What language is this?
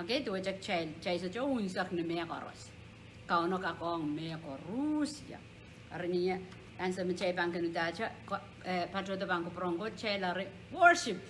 Pohnpeian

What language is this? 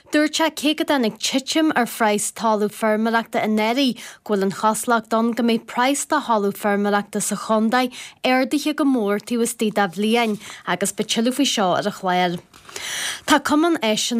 Irish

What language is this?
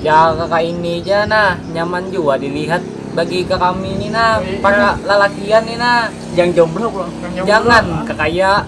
Banjar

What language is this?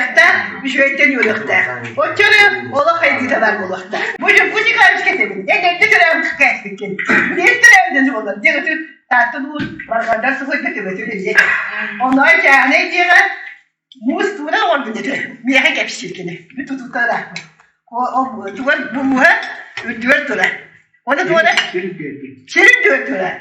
Yakut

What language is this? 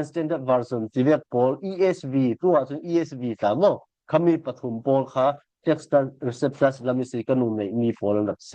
Falam Chin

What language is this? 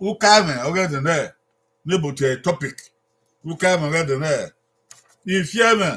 Bini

